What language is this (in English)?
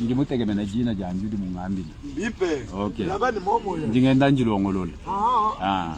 Luba-Lulua